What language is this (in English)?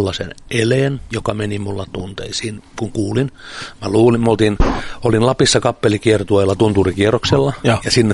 Finnish